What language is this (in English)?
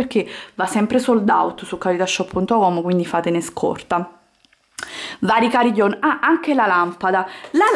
Italian